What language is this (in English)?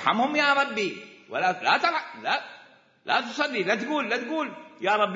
Mesopotamian Arabic